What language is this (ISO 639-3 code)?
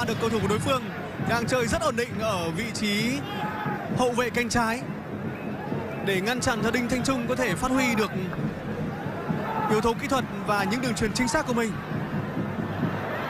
vie